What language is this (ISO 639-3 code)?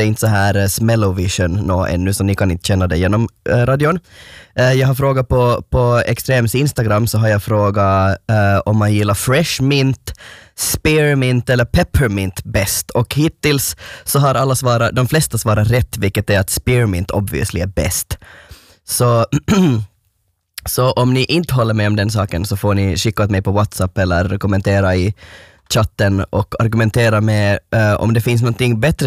swe